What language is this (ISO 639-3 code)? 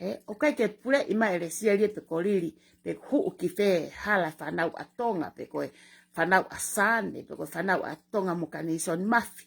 ton